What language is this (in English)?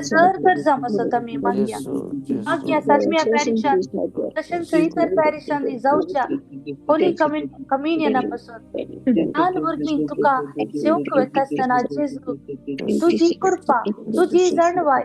Konkani